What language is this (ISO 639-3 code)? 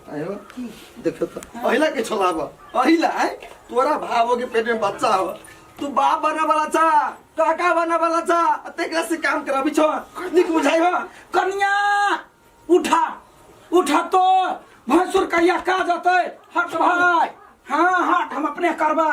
mai